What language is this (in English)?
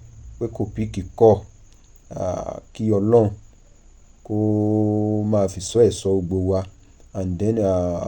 Yoruba